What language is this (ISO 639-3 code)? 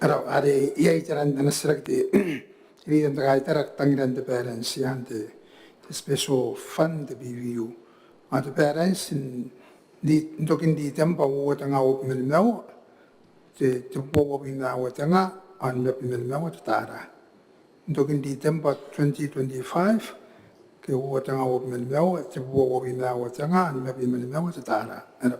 gil